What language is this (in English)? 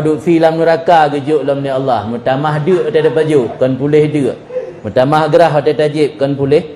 Achinese